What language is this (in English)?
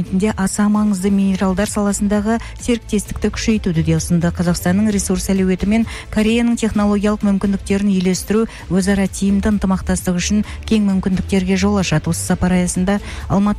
Kazakh